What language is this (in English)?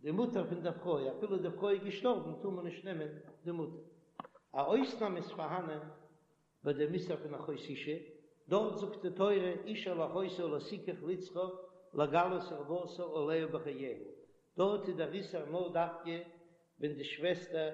Yiddish